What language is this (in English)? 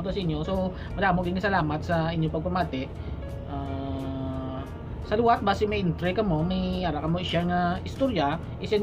Hiligaynon